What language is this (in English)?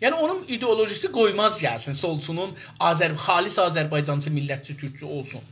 South Azerbaijani